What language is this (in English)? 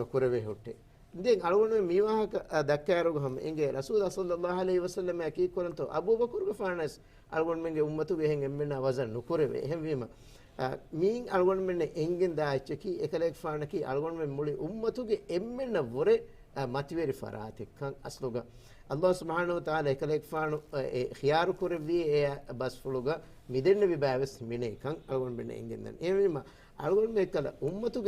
Divehi